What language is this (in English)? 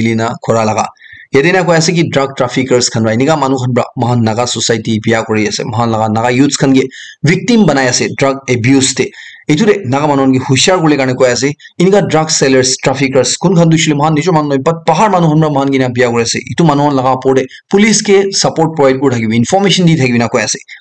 Naga Pidgin